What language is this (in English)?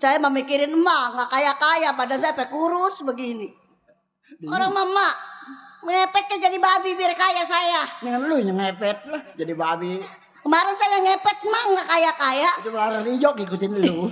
Betawi